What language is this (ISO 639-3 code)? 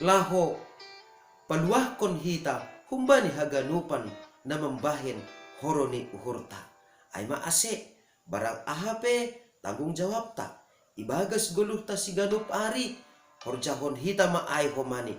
bts